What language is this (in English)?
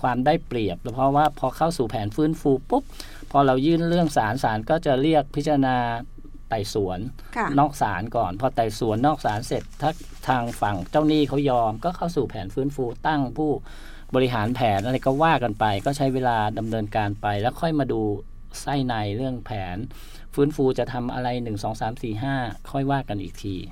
Thai